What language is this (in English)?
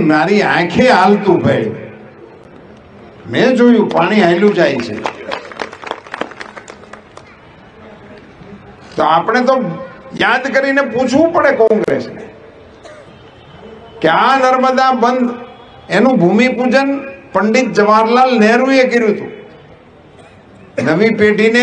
Gujarati